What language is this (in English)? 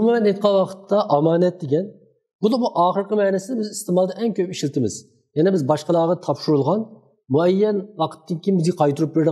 Uyghur